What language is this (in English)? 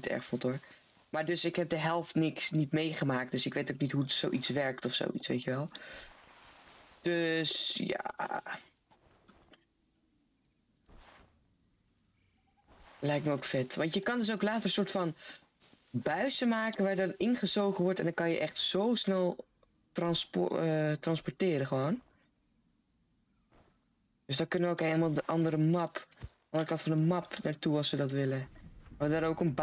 Dutch